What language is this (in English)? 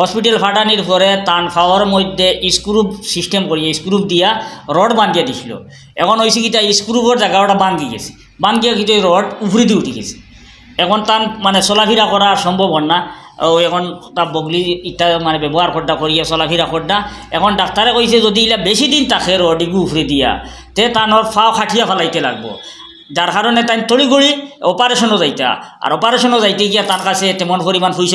Sylheti